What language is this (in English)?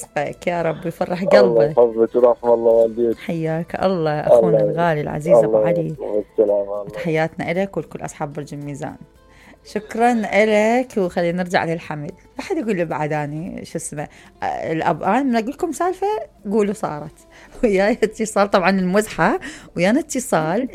Mesopotamian Arabic